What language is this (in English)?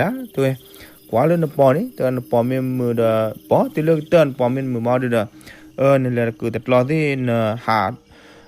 S'gaw Karen